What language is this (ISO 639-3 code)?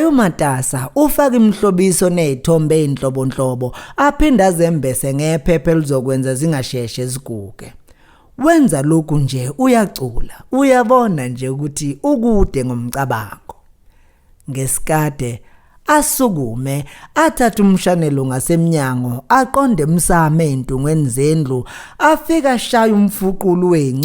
zul